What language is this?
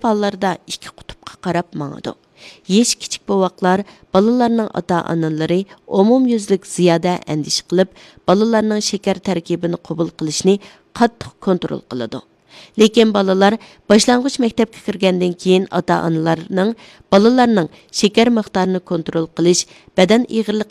Uyghur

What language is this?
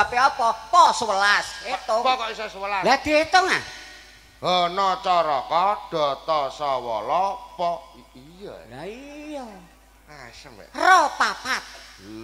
Javanese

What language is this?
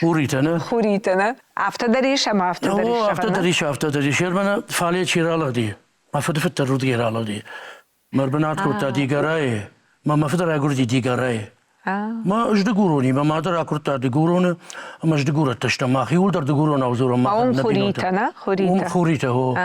Ossetic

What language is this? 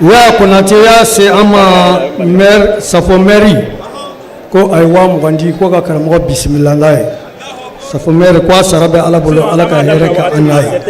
Bambara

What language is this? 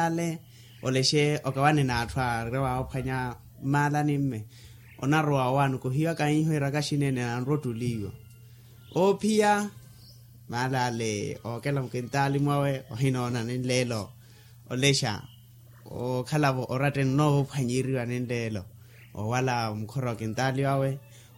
Makhuwa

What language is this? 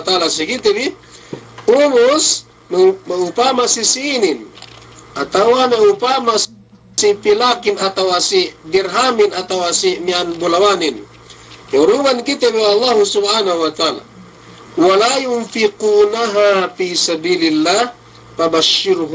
Yakan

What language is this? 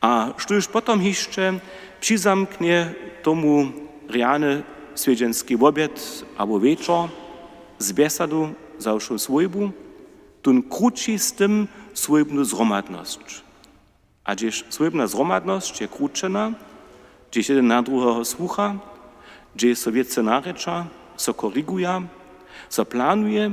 Upper Sorbian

